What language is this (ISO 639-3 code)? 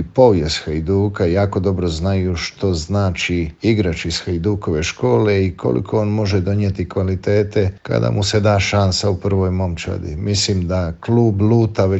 hrv